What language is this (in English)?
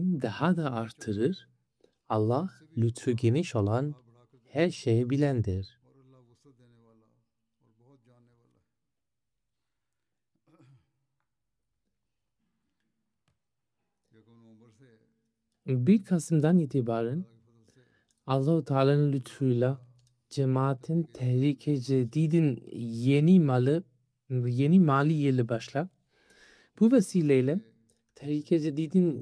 Turkish